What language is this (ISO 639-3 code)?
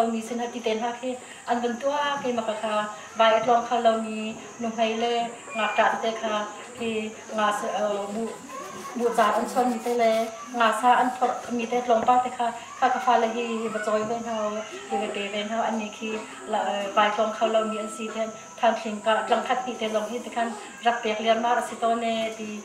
cnh